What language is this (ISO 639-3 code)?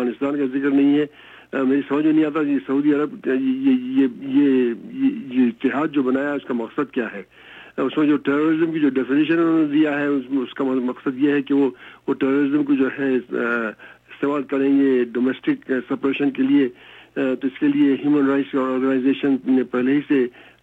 urd